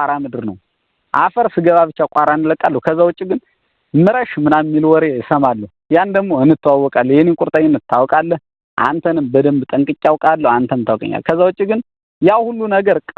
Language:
Amharic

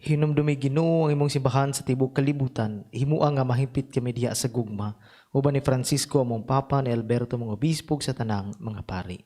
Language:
Cebuano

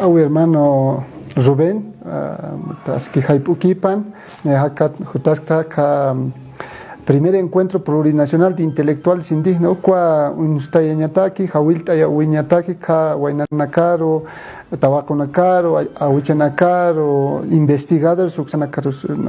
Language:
Aymara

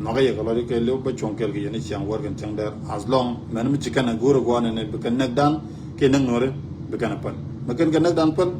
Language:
Nuer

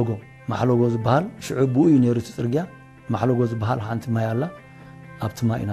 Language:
Tigrinya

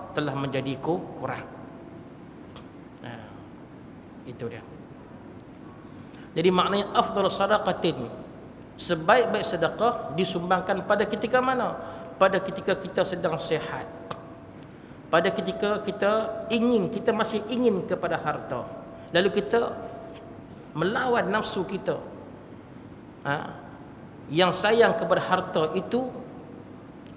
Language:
Malay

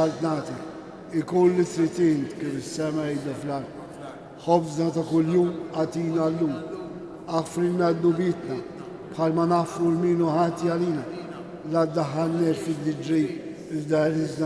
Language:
Maltese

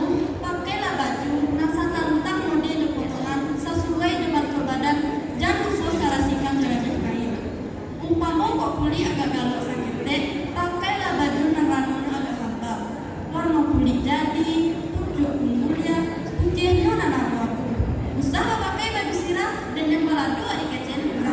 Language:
Minangkabau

